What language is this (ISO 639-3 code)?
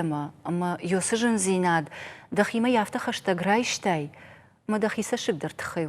oss